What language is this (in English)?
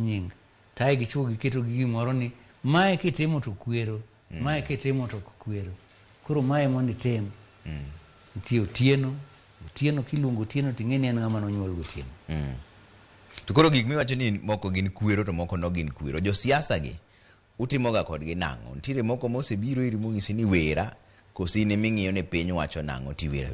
Luo (Kenya and Tanzania)